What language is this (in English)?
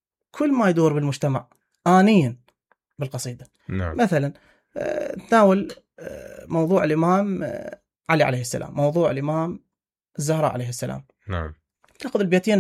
Mesopotamian Arabic